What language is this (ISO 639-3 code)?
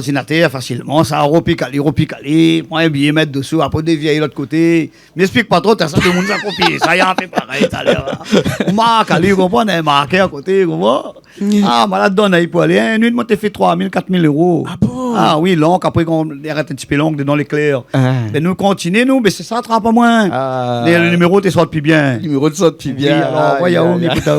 rcf